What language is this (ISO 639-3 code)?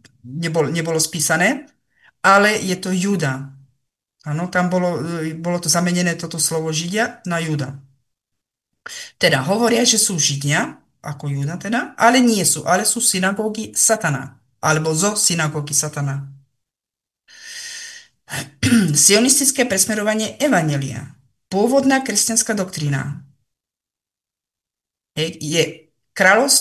slk